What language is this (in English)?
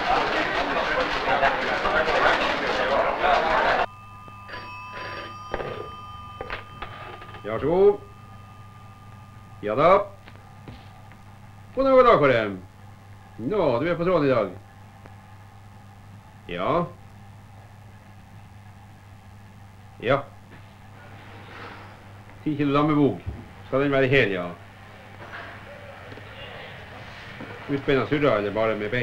Norwegian